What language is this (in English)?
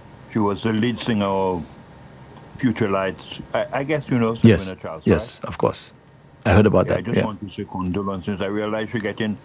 English